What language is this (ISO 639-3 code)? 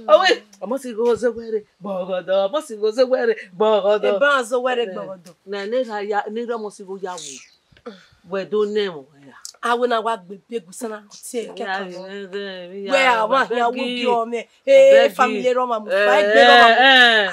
bin